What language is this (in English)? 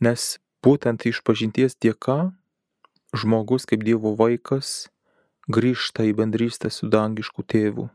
Lithuanian